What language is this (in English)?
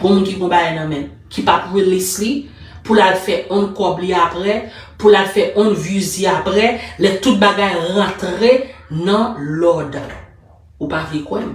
Haitian Creole